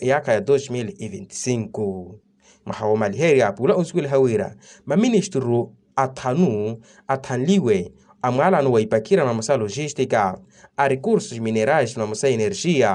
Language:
Makhuwa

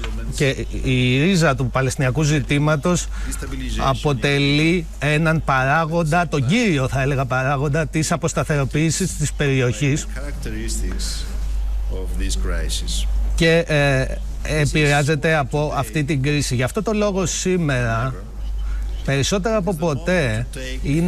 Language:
Greek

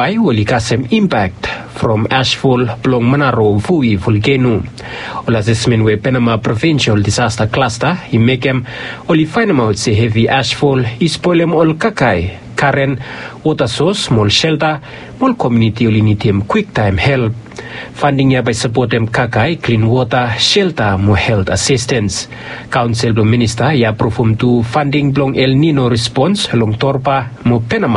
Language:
Bislama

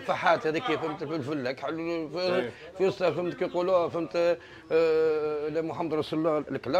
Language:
Tunisian Arabic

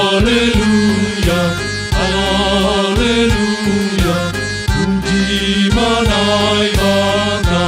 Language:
Batak Simalungun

